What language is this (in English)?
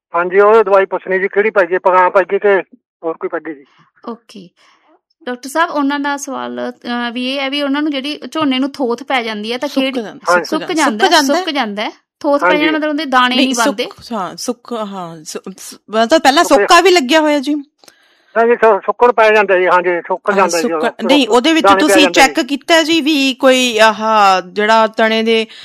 Punjabi